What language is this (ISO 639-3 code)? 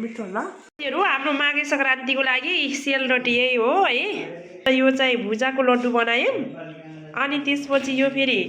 nep